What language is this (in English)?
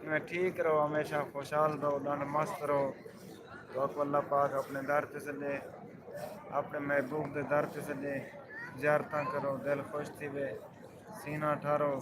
Saraiki